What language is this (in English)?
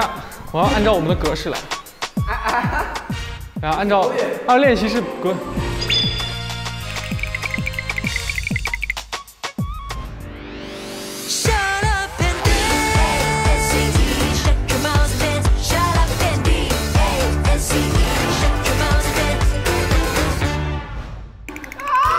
Chinese